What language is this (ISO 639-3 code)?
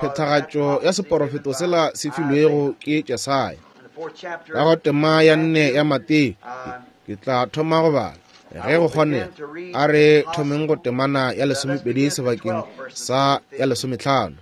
nso